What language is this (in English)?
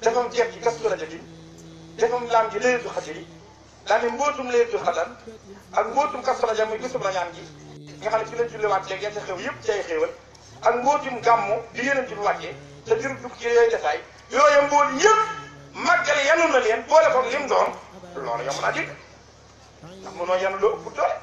Wolof